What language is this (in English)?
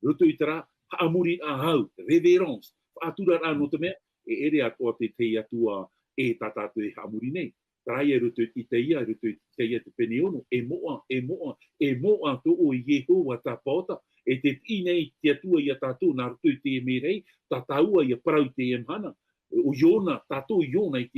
Tahitian